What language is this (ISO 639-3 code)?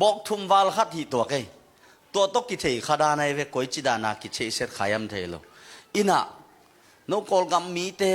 ctd